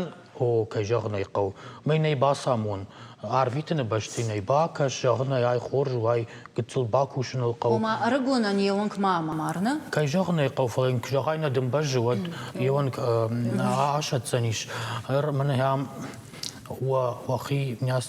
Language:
Ossetic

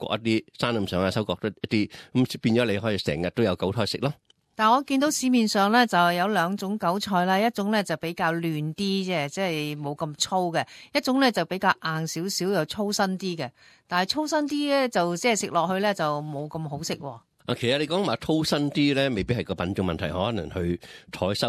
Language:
Cantonese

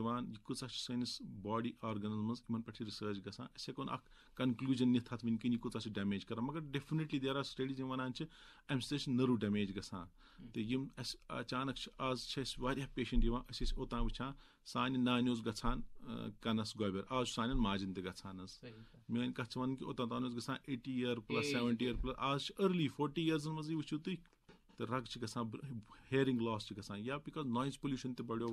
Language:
Kashmiri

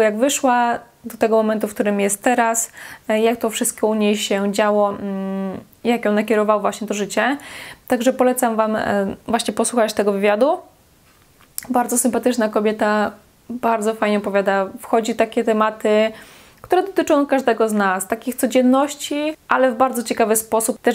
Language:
Polish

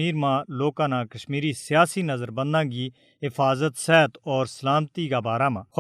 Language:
Gujari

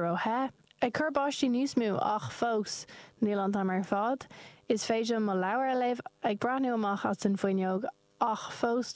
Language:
Irish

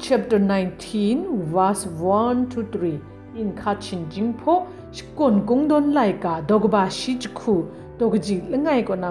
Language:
Kachin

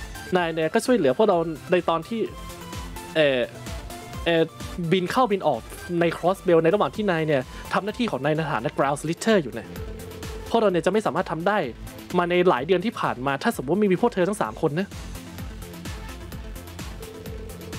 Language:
Thai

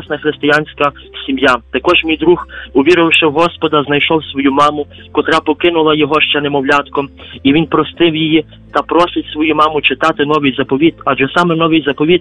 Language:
Ukrainian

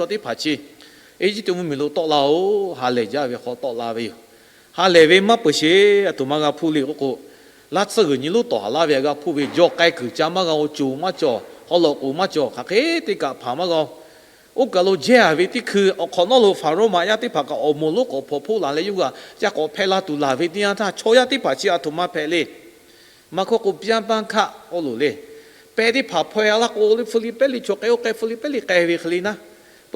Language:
Lahu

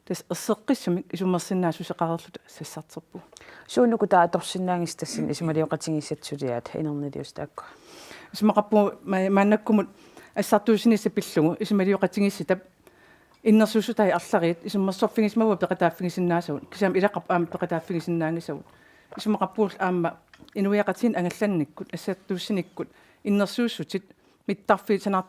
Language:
Kalaallisut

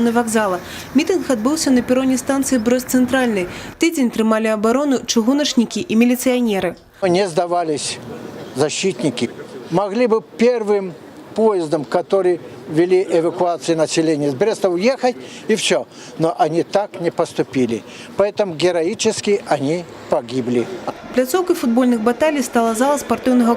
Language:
Belarusian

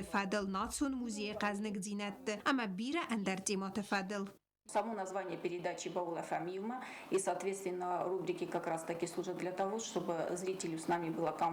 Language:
Ossetic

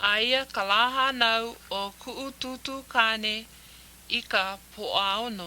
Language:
Hawaiian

